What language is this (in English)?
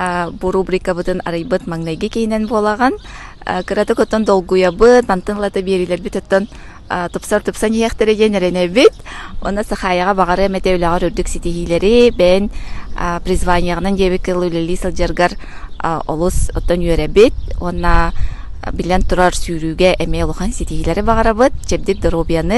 Yakut